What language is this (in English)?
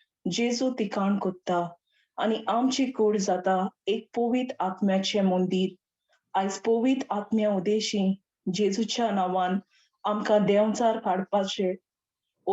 Konkani